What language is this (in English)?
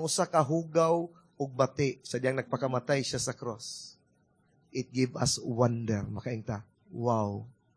Cebuano